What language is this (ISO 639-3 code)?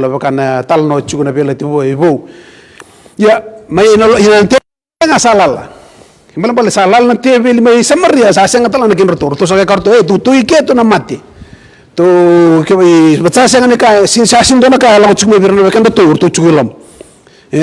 fij